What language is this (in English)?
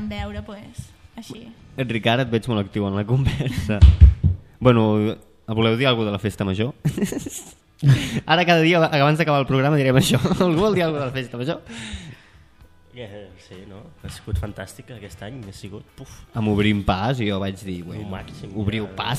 Catalan